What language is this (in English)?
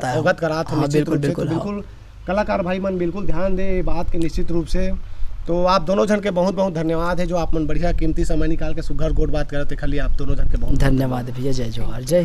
Chhattisgarhi